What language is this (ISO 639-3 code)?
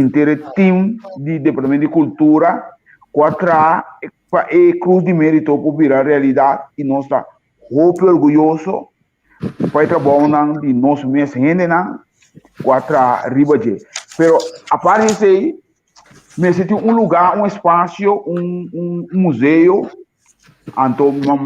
pap